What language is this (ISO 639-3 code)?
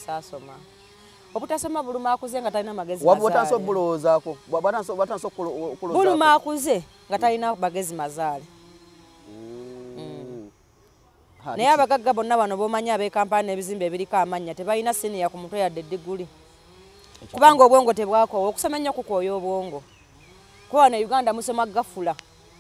lug